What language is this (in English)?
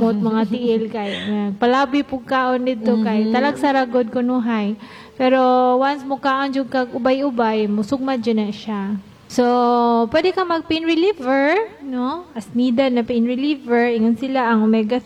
Cebuano